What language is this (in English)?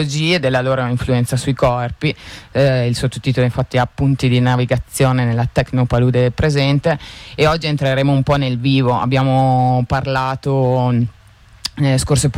Italian